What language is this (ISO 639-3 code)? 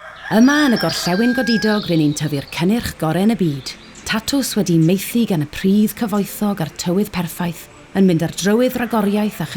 cym